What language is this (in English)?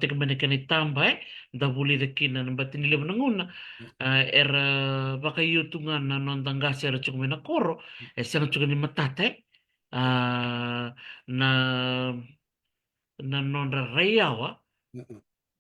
Fijian